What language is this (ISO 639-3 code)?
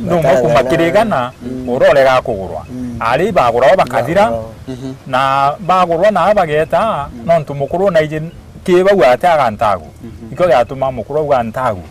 mer